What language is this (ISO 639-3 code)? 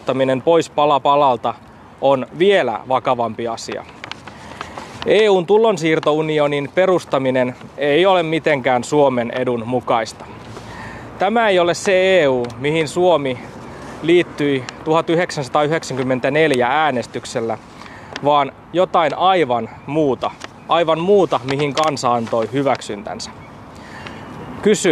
fin